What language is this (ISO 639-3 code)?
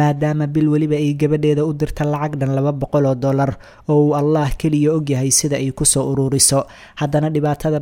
som